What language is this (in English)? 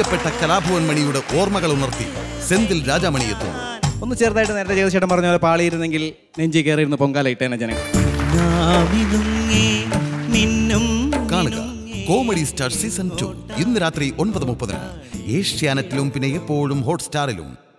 Malayalam